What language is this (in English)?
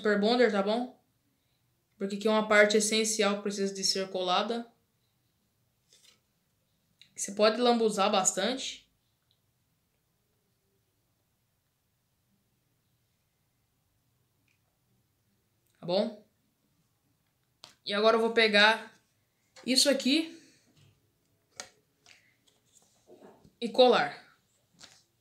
Portuguese